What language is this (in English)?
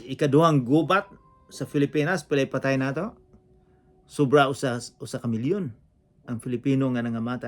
Cebuano